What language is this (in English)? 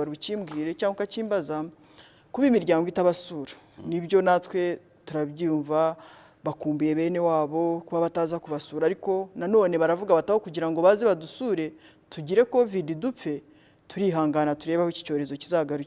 Kinyarwanda